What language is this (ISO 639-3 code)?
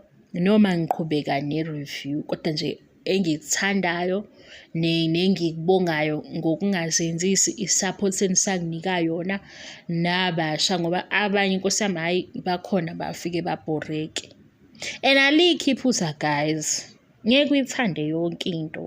zul